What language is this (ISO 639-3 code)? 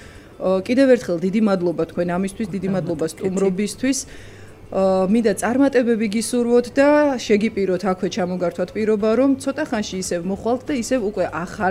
kat